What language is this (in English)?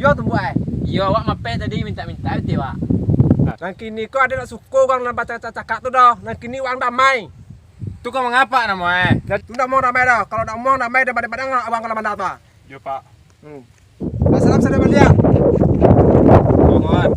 Minangkabau